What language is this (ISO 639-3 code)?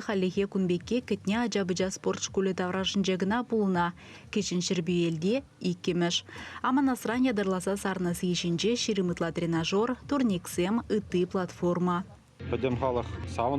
chv